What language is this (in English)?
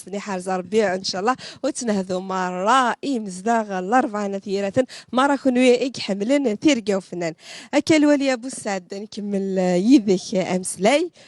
Kabyle